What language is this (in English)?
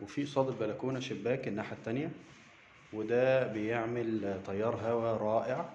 Egyptian Arabic